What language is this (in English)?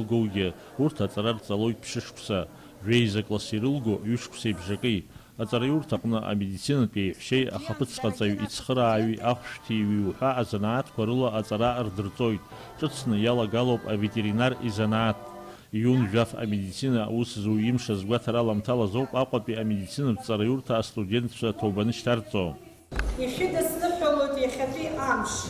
Abkhazian